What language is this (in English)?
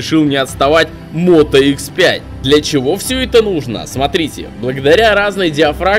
Russian